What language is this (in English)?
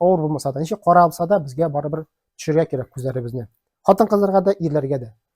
Tatar